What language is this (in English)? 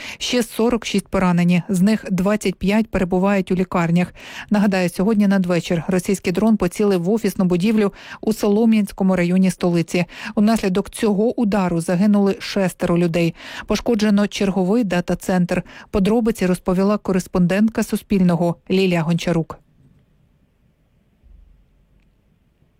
Ukrainian